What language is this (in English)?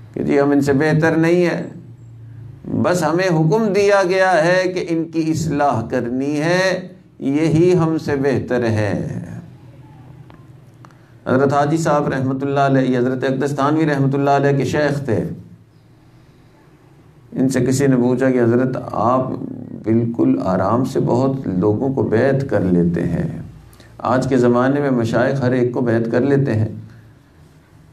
Urdu